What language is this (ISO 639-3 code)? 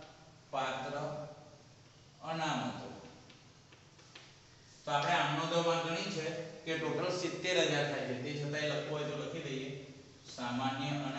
guj